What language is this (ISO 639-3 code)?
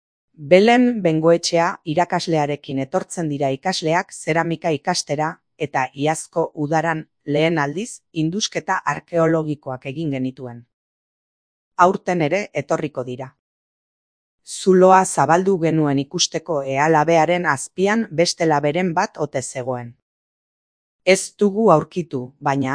eus